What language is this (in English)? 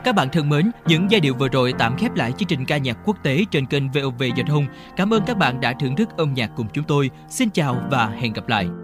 Vietnamese